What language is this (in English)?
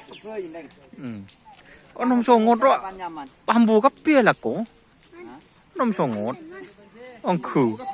Madurese